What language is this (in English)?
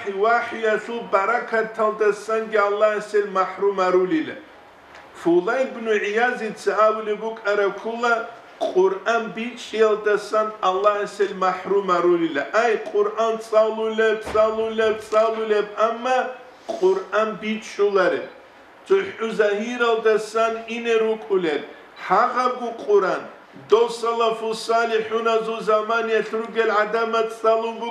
Avaric